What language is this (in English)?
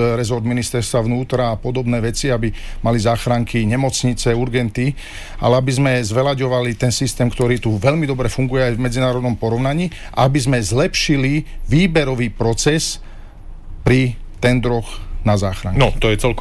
Slovak